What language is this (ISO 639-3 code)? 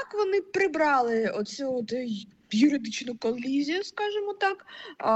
ukr